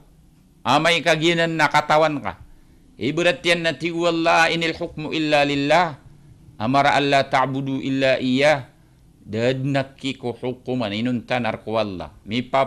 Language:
Maranao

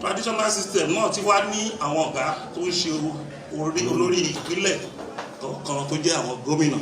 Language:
Yoruba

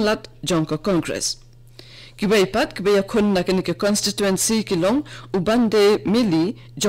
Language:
Khasi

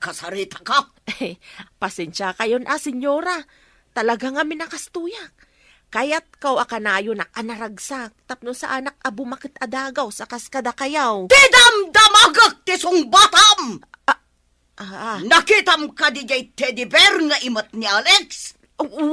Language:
Iloko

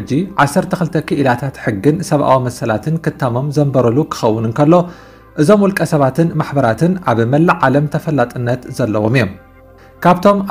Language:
Tigrinya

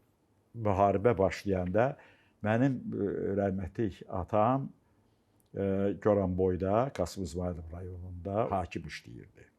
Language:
Azerbaijani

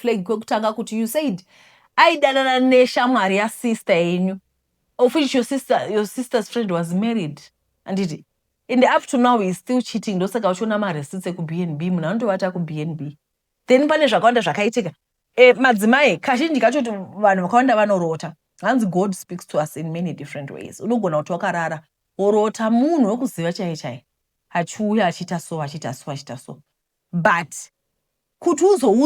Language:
Shona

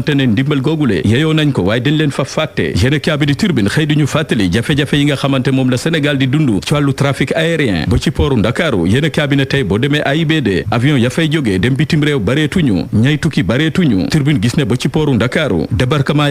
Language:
Wolof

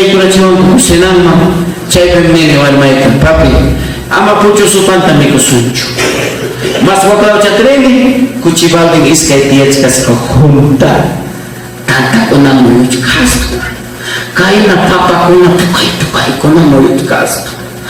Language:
Ayacucho Quechua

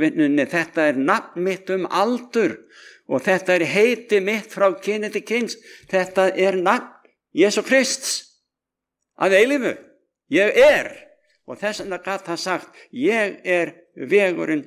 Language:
Icelandic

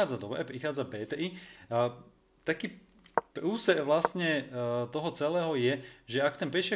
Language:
Slovak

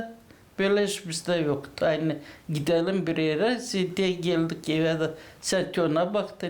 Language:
Gagauz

